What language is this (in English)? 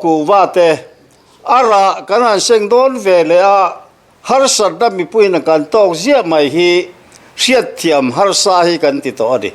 Mizo